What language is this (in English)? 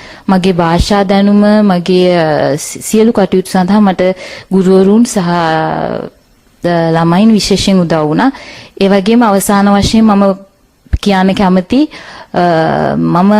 Sinhala